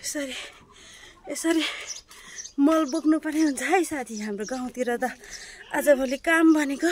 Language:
Nepali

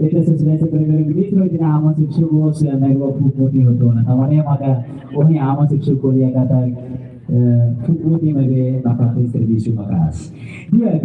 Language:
Tetum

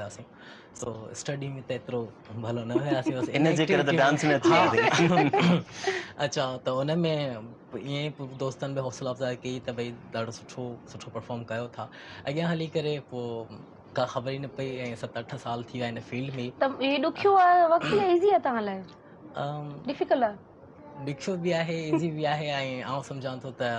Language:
Sindhi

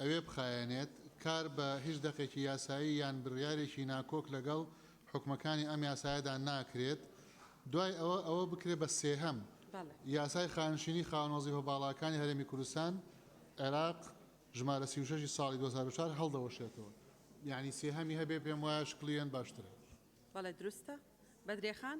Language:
Central Kurdish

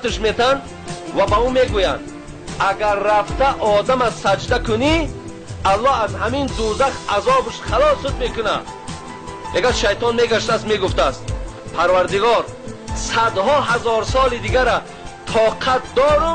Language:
Tajik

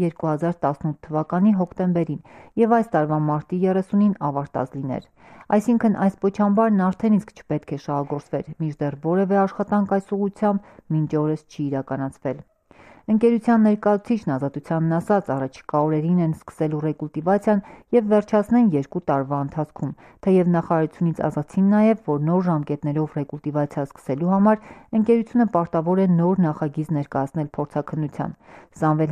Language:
Armenian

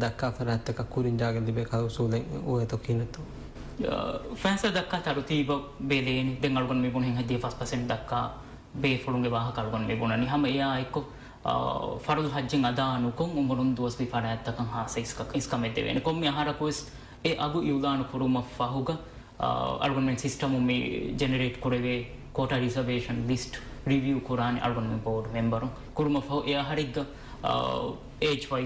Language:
Divehi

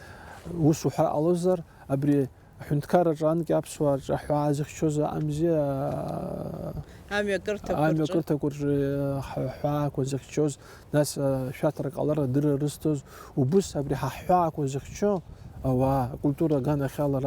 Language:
Abkhazian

